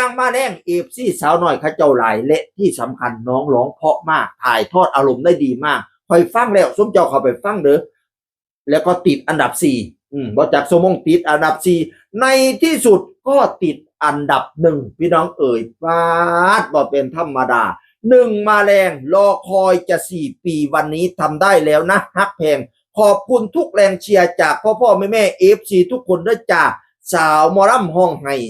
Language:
Northeastern Thai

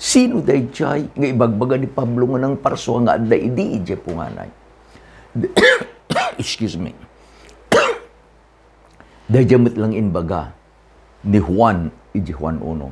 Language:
Iloko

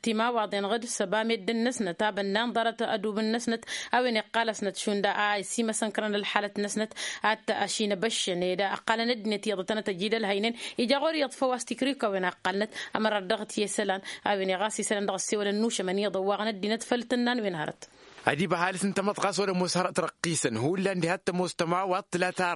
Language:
Tamasheq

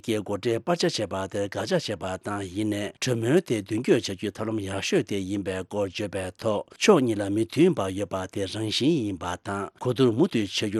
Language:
Tibetan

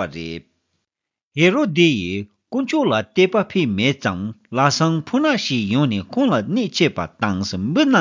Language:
Tibetan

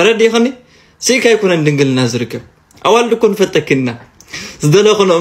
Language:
Tigrinya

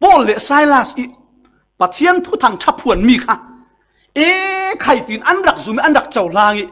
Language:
Falam Chin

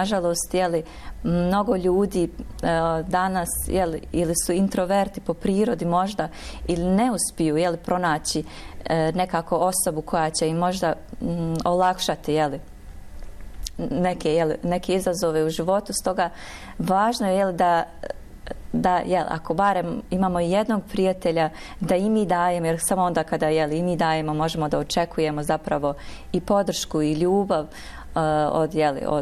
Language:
Bosnian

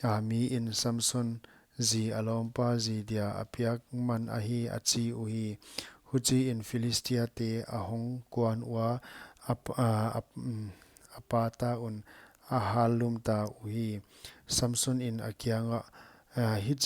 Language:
Paite Chin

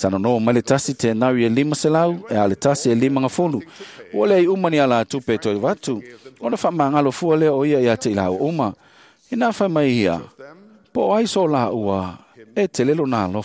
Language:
Samoan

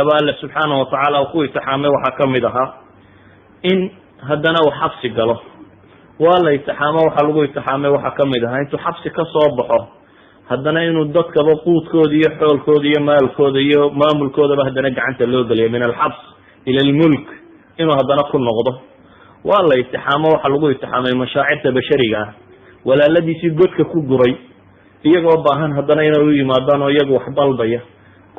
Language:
Somali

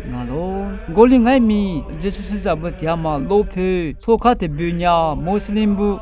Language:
Lisu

